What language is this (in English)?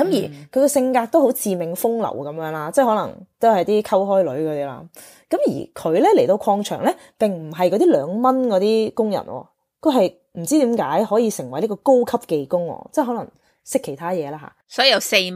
Cantonese